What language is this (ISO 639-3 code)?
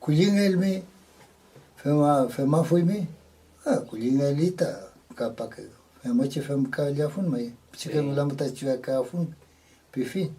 arn